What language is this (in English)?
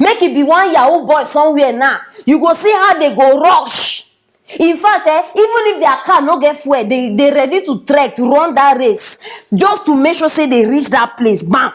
Nigerian Pidgin